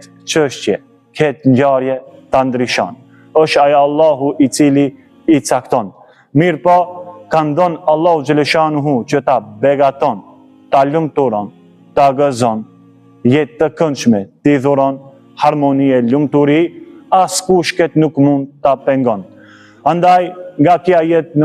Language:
Albanian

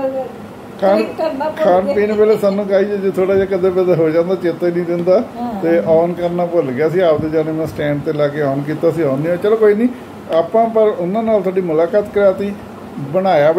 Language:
Punjabi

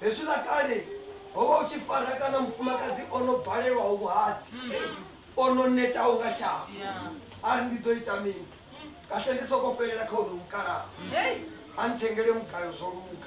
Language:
Venda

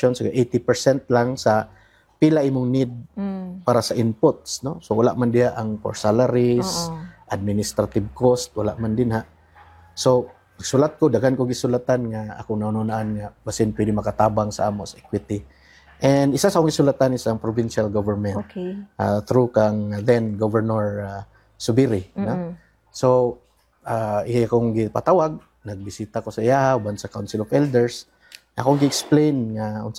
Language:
Cebuano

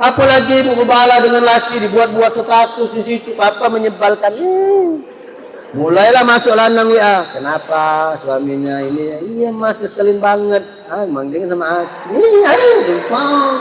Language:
Musi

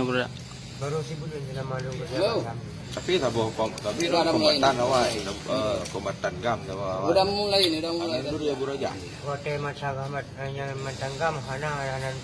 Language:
Achinese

